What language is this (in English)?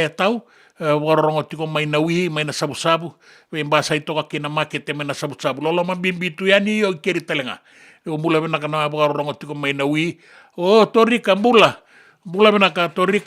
Fijian